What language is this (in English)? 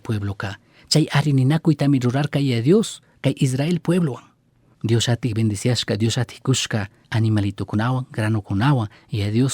Chimborazo Highland Quichua